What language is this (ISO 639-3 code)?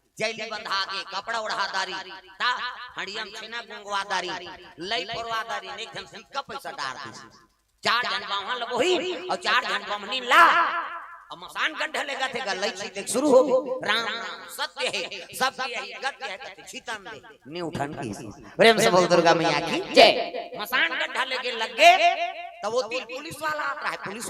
hne